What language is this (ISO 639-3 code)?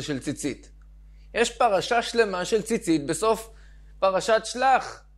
heb